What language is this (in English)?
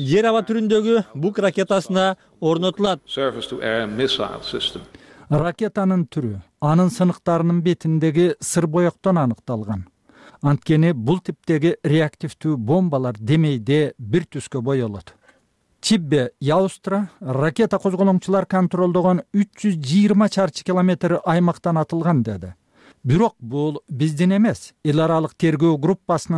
Kyrgyz